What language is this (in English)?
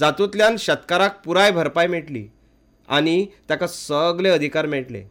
Konkani